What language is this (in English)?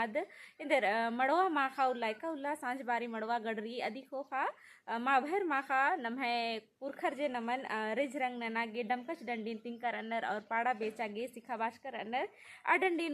Kurukh